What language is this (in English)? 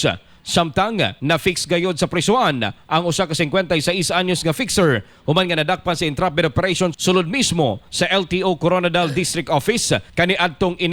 Cebuano